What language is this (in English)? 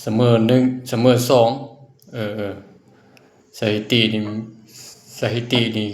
Lao